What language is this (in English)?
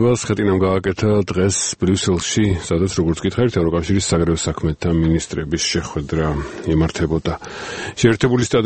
Georgian